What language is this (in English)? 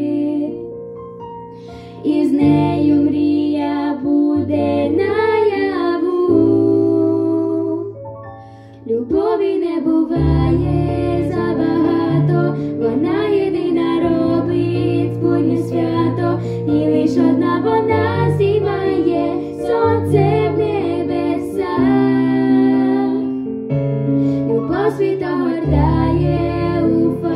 Ukrainian